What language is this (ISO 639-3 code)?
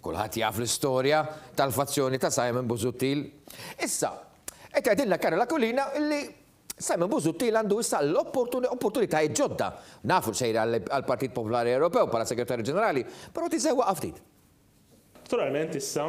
mlt